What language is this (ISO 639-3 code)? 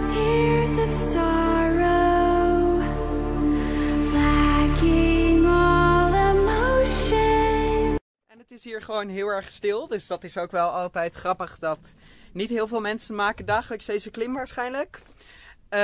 nld